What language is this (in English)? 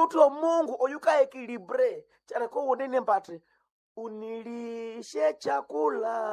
Swahili